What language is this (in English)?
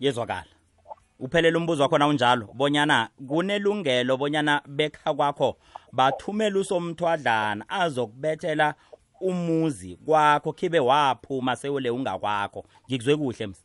South Ndebele